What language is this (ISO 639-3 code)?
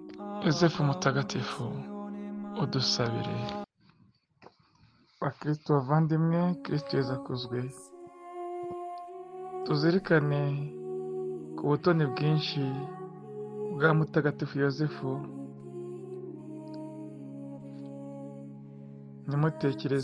kin